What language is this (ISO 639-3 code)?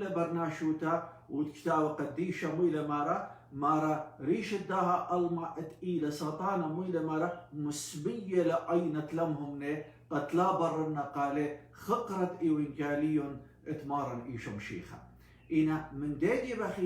aii